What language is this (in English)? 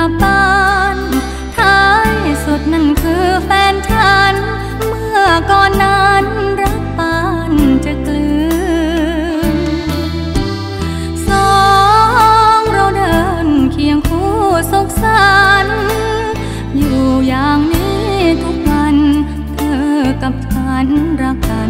Thai